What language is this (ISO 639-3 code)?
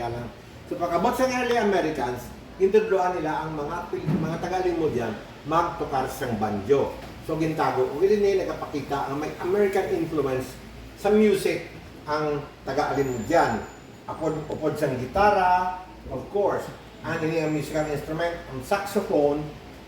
hil